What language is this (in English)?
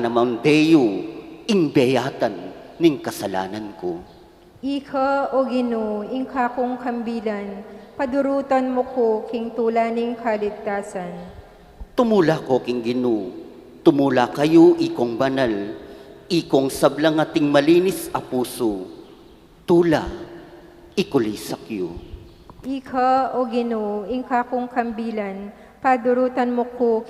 Pampanga